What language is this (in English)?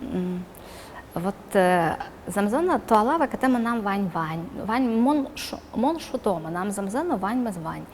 Udmurt